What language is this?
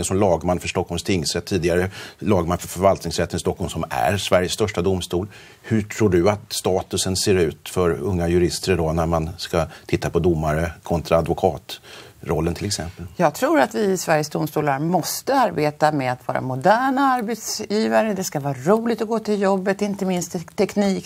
Swedish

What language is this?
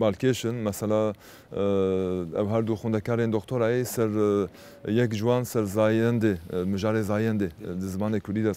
Kurdish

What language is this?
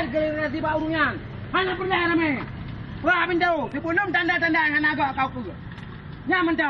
Achinese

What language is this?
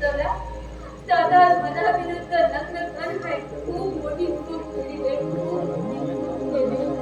Konkani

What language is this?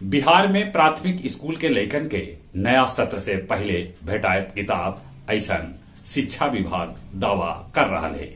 Magahi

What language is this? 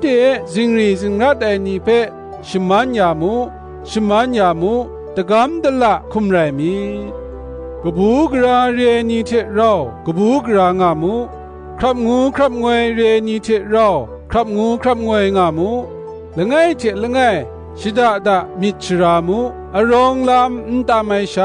Kachin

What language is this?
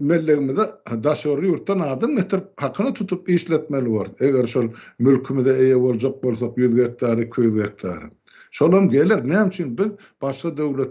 Turkmen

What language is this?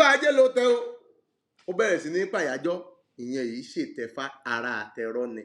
Yoruba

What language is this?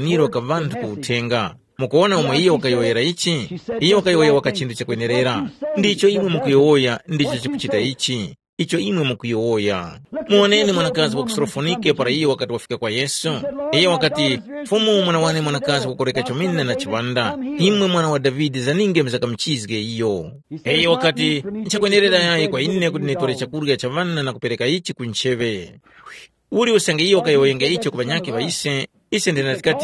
Tumbuka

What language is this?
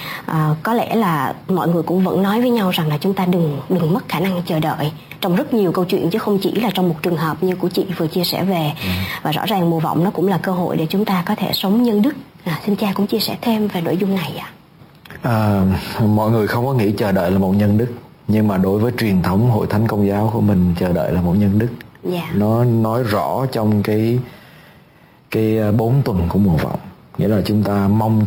Vietnamese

